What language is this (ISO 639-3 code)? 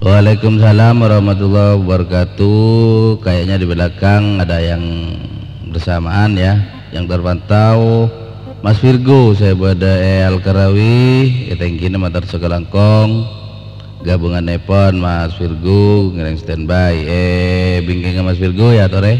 mad